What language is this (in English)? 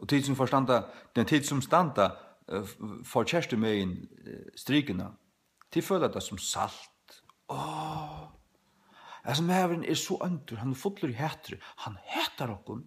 Faroese